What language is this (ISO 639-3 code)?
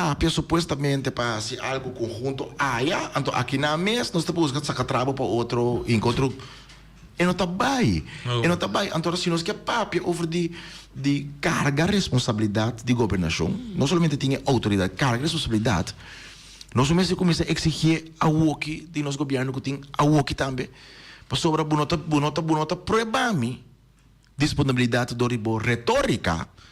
pap